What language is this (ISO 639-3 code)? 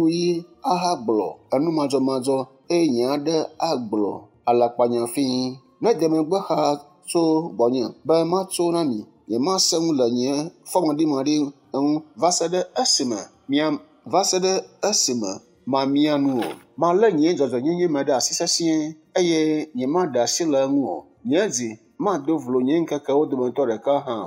ewe